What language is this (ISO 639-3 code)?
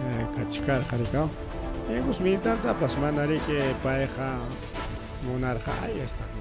quy